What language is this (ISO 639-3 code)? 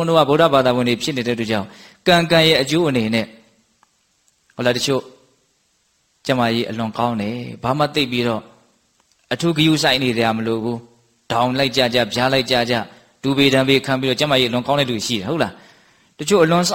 mya